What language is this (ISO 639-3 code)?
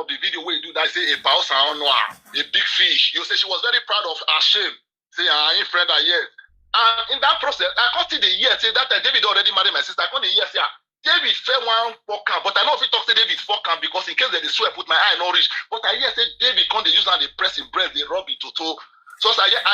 pcm